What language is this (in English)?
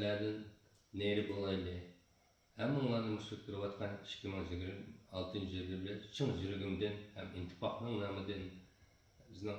Uyghur